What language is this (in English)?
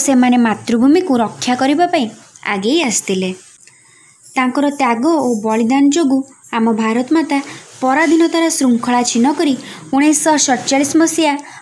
Odia